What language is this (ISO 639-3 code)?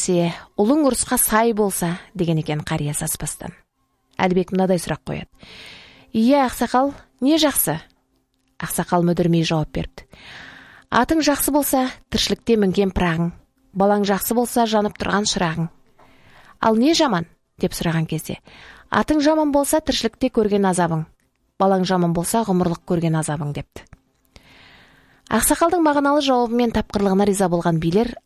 kaz